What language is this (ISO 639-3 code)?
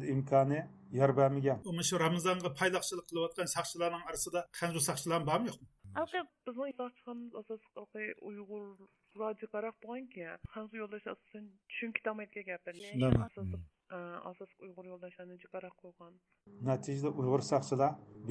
uig